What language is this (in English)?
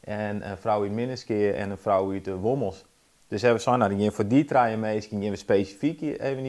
Western Frisian